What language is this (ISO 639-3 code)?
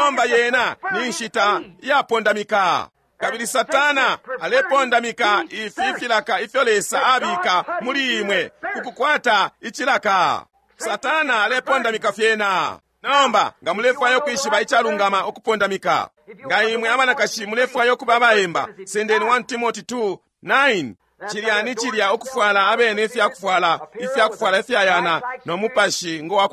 bem